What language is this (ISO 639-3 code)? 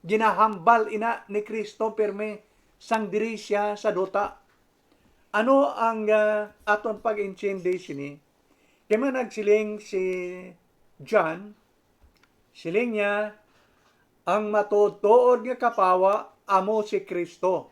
hil